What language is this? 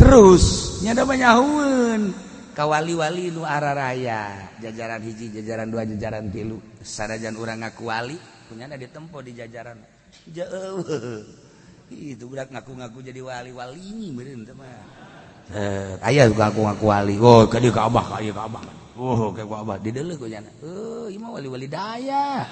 Sundanese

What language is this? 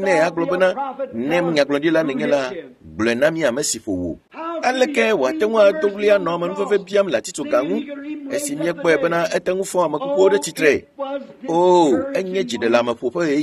Ewe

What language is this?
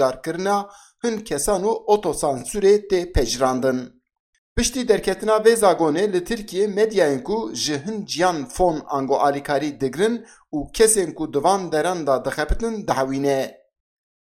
Kurdish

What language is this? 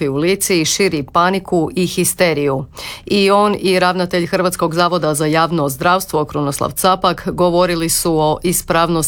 Croatian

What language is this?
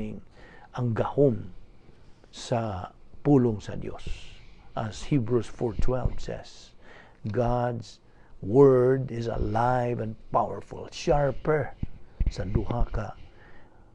Cebuano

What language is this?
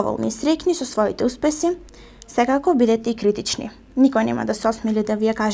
Macedonian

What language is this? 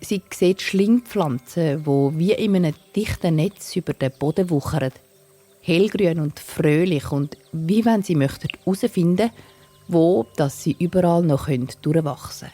Swiss German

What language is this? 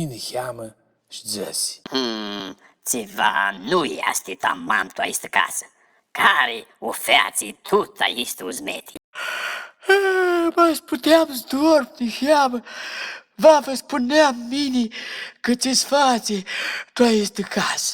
Aromanian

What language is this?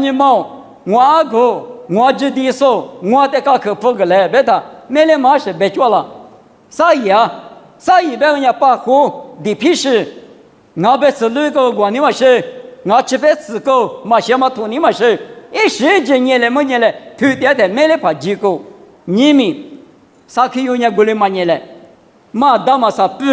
Lisu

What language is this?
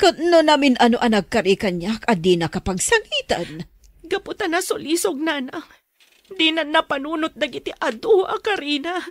Iloko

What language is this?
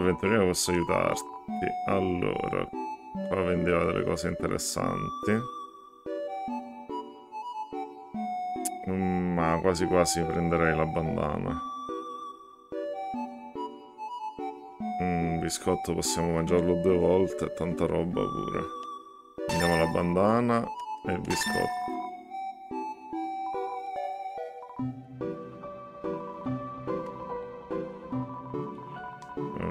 Italian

